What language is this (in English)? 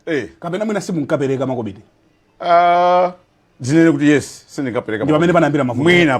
Nyanja